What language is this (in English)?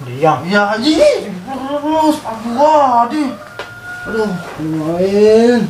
Betawi